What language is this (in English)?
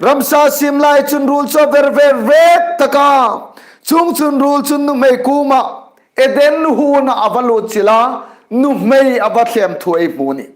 Hmar